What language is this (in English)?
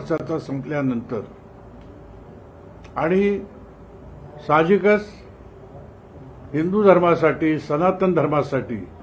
Marathi